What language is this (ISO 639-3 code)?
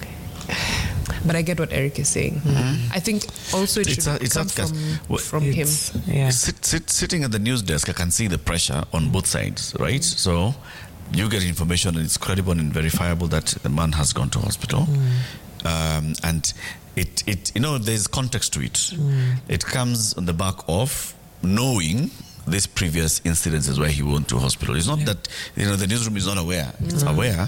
swa